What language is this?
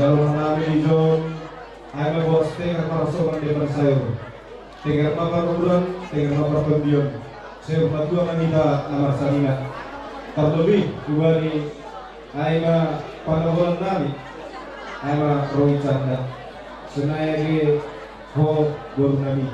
Batak Simalungun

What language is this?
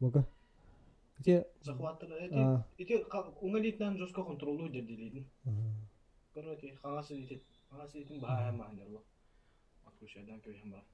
Yakut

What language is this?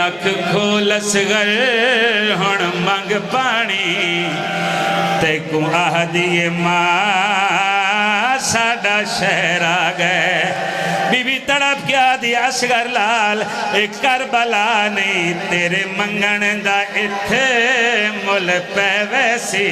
Saraiki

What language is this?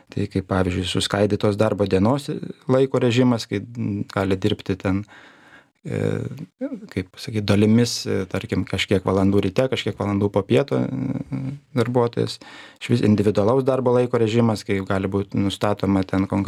Lithuanian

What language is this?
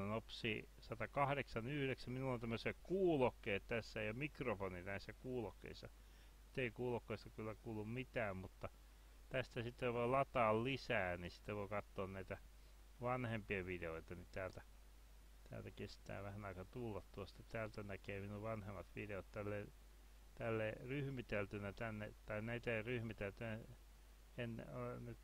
Finnish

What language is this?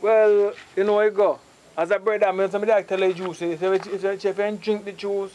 Jamaican Creole English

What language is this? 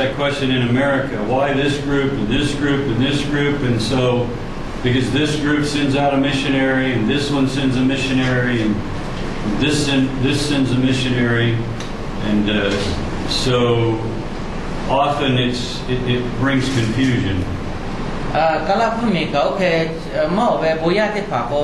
Lahu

